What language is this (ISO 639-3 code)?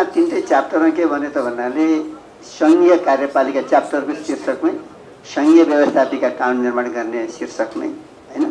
nep